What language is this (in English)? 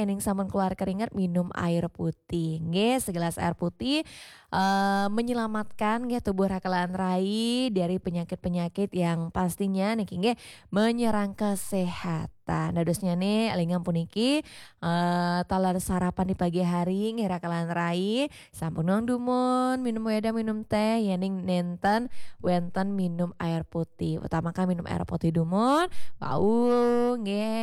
Balinese